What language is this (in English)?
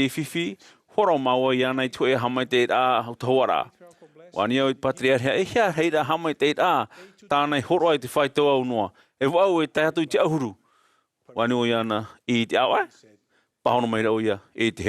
Tahitian